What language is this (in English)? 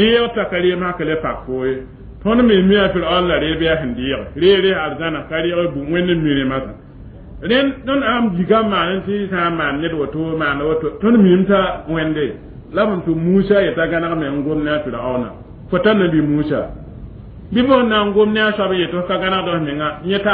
Mossi